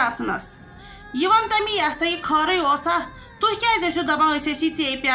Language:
Kashmiri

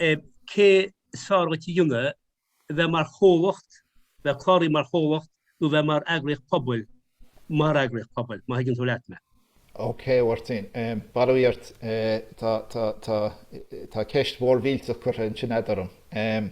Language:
Irish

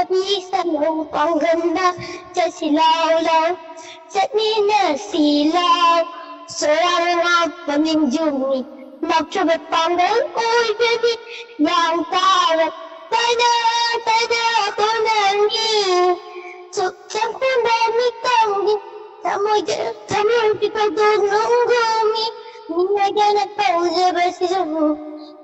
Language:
Manipuri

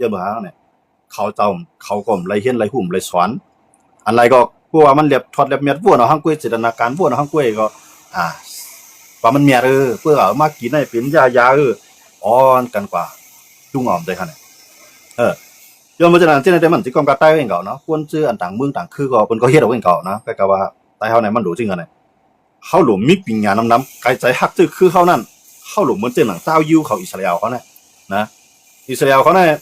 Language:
Shan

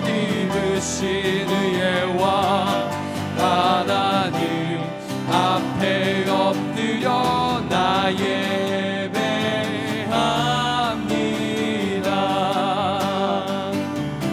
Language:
Korean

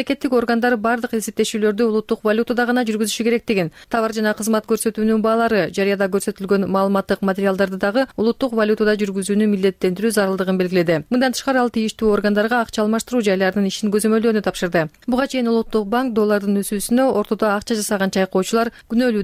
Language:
Kyrgyz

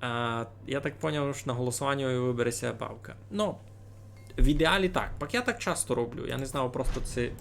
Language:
Rusyn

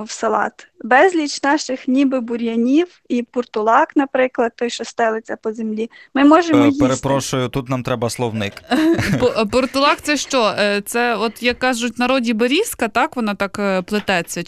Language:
Ukrainian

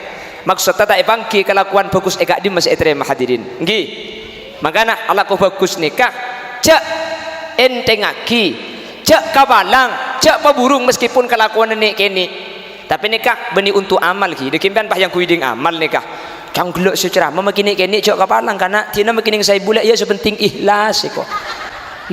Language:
Madurese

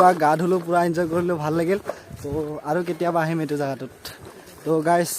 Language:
Assamese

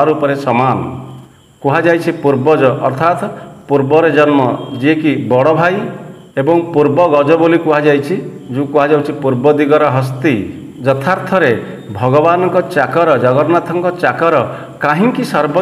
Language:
Odia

